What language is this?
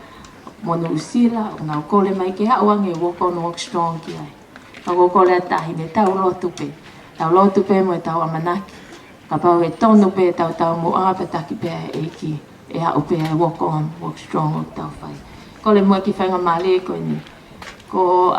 Tongan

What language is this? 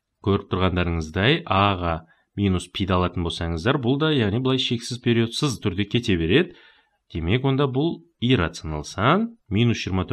Kazakh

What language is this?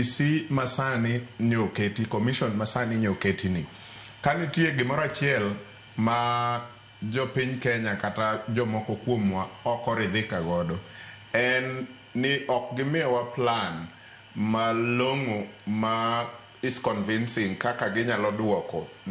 Luo (Kenya and Tanzania)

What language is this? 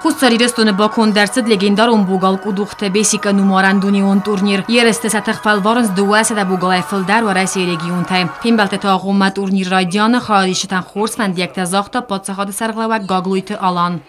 Ossetic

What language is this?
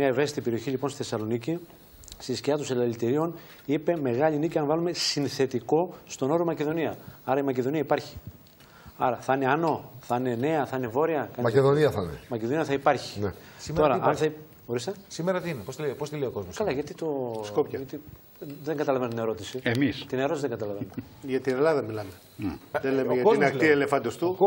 Greek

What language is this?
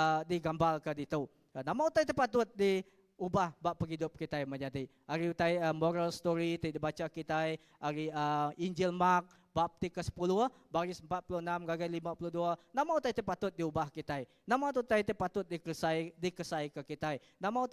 Iban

